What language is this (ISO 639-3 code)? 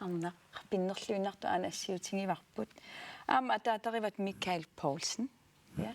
kal